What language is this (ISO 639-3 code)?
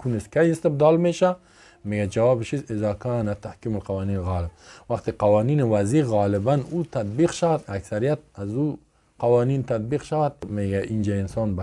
fas